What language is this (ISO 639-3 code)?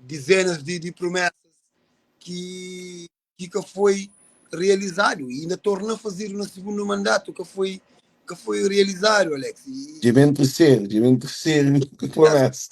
kea